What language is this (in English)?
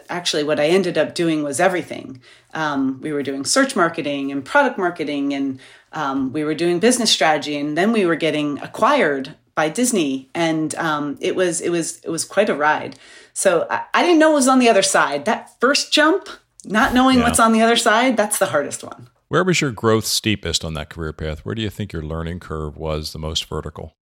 English